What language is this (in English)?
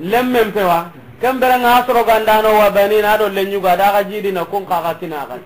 Soninke